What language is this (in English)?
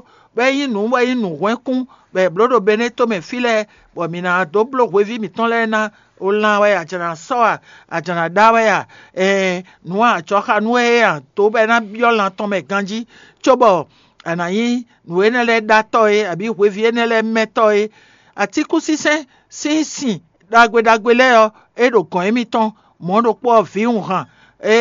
Fon